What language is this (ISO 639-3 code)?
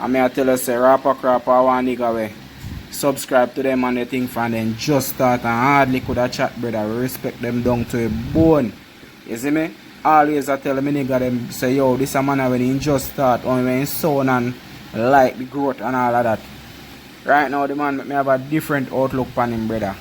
jam